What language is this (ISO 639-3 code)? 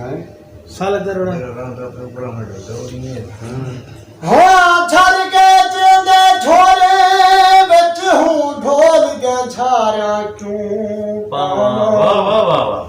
skr